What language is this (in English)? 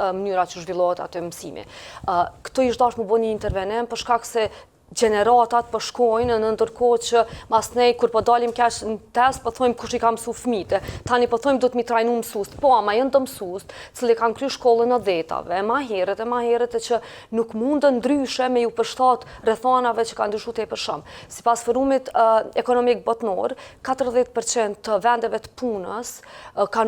Albanian